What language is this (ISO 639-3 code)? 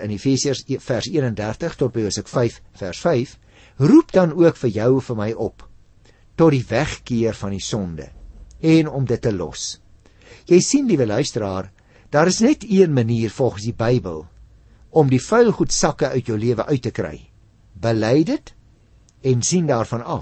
afr